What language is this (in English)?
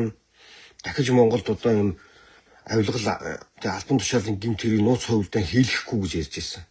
Mongolian